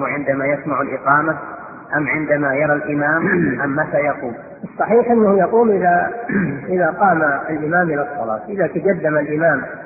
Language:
Arabic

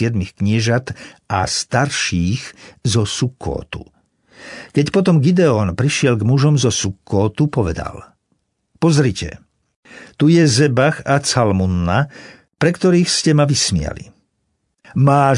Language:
Slovak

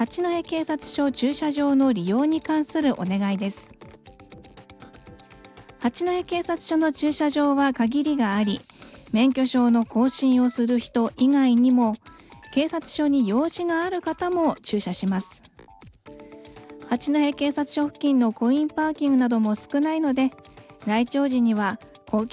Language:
Japanese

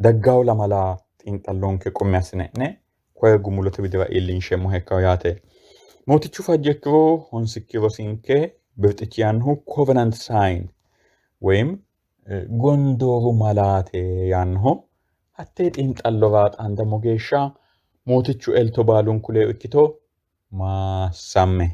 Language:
Sidamo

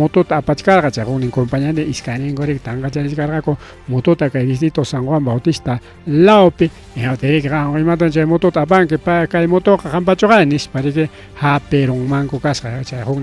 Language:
Ayacucho Quechua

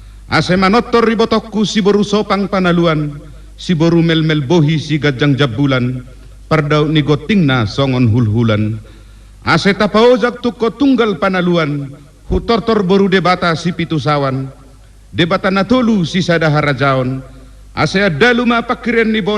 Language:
Batak Toba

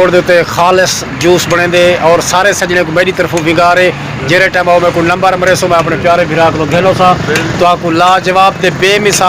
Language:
Saraiki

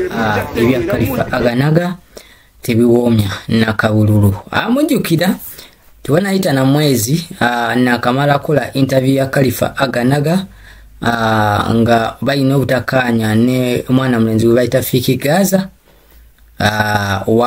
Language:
Ganda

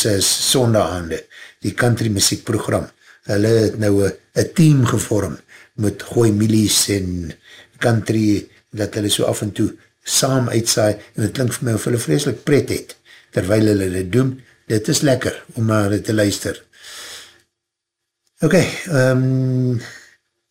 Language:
Afrikaans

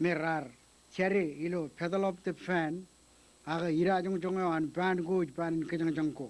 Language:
Marshallese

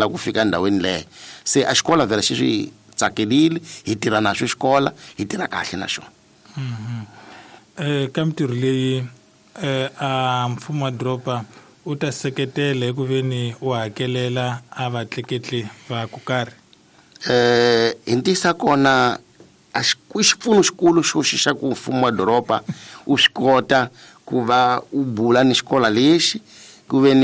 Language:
Tsonga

